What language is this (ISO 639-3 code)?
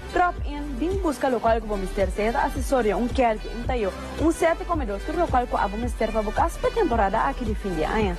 pap